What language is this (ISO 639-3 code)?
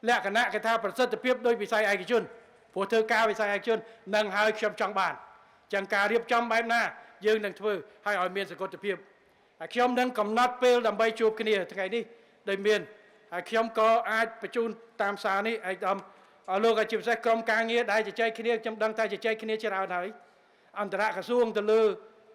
khm